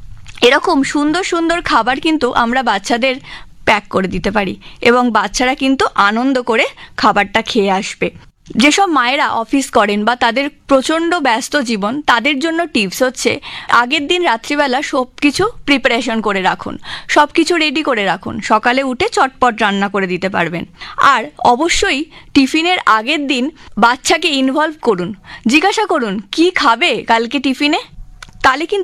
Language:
Bangla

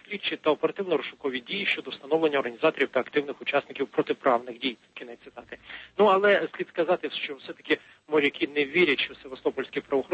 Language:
Ukrainian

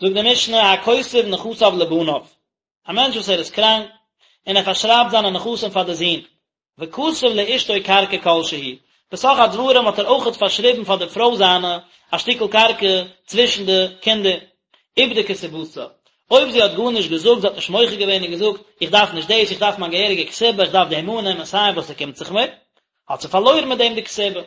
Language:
Yiddish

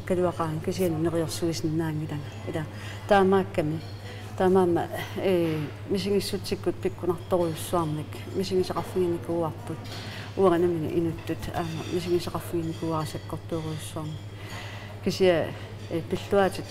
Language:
Kalaallisut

